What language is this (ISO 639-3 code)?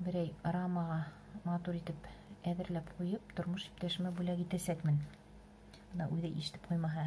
bak